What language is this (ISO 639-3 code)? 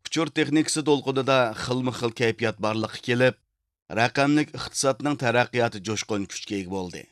uig